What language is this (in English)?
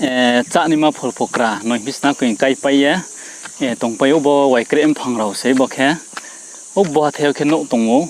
Riang (India)